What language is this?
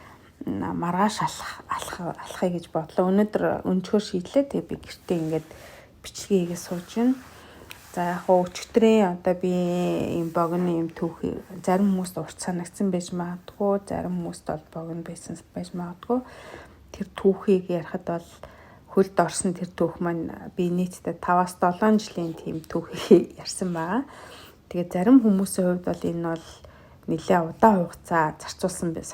Mongolian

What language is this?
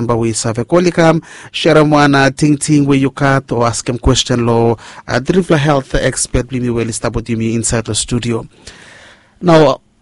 Bislama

